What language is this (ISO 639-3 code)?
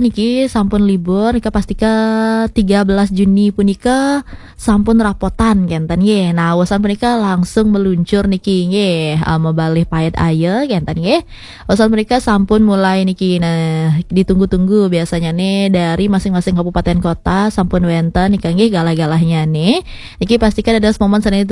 ban